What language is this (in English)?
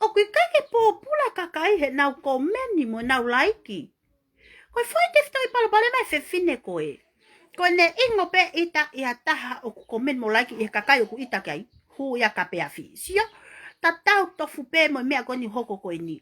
Tongan